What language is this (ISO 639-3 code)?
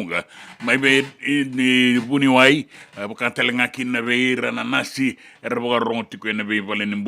fij